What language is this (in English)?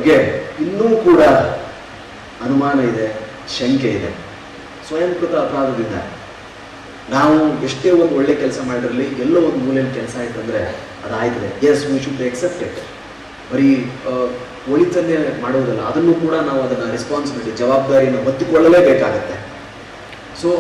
Kannada